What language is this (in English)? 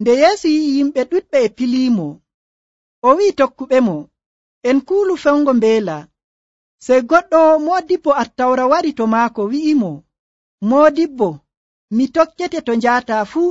Nigerian Fulfulde